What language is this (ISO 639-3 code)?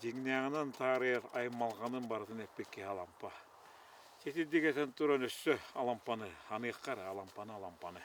sah